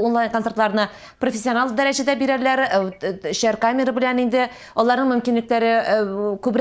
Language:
Tatar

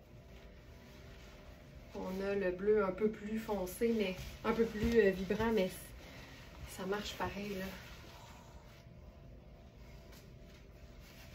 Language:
French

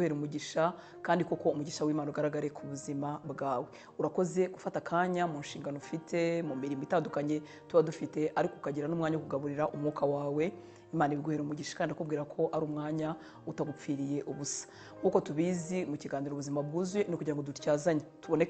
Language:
Kinyarwanda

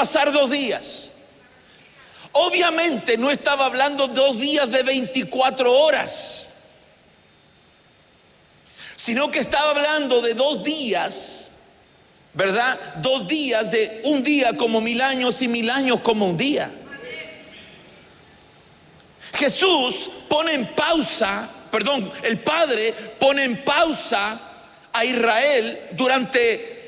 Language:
Spanish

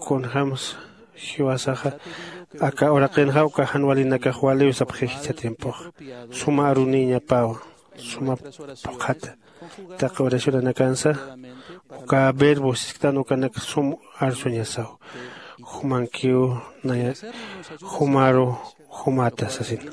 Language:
Aymara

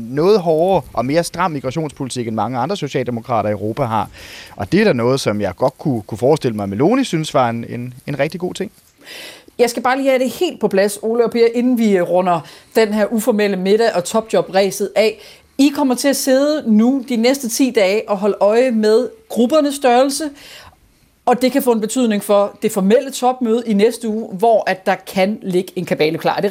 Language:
Danish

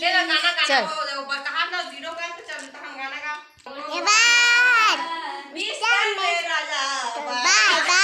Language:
Chhattisgarhi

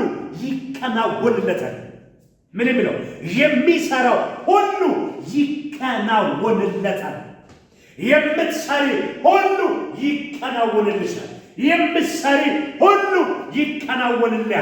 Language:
Amharic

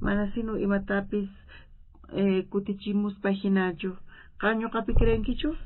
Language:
South Bolivian Quechua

